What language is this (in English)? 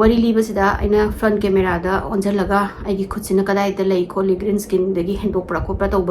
Manipuri